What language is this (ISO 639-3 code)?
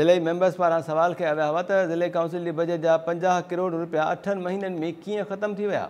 snd